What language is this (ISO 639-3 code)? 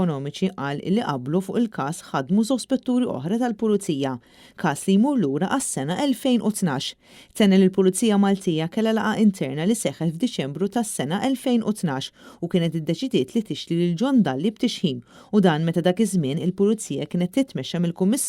mlt